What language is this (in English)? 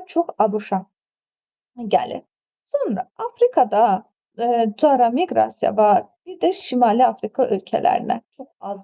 Azerbaijani